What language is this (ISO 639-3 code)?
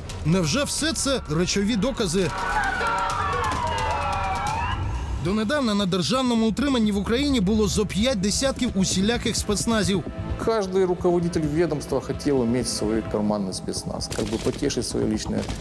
ukr